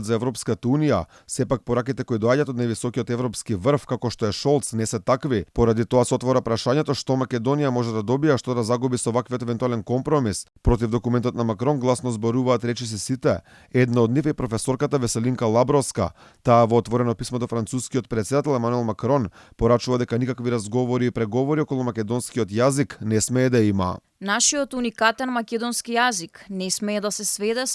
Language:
Macedonian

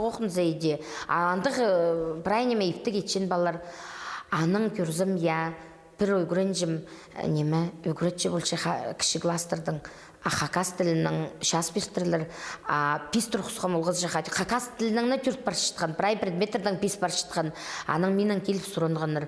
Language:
Khakas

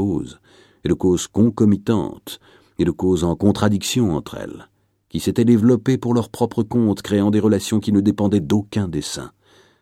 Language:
French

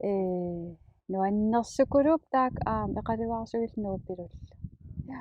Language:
Kalaallisut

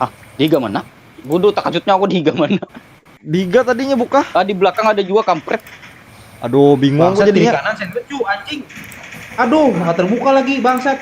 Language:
Banjar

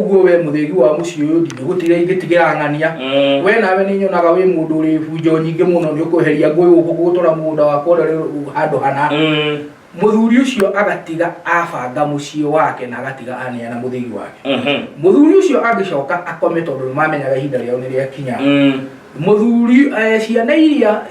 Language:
Kikuyu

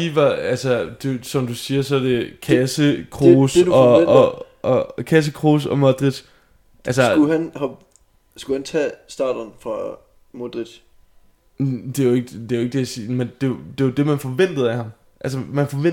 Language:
Danish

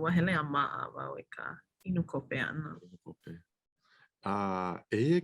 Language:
Hawaiian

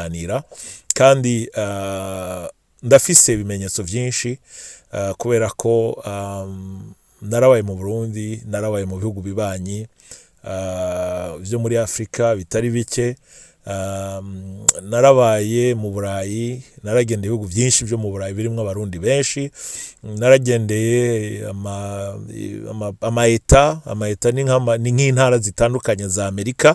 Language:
Rundi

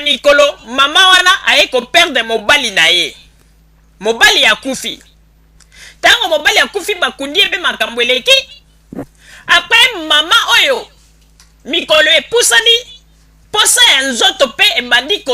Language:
Lingala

